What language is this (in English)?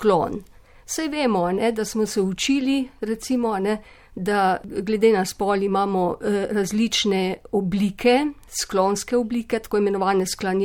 Slovenian